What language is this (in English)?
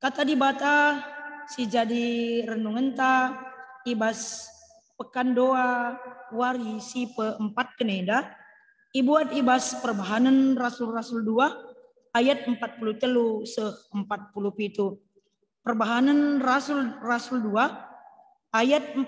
Batak Karo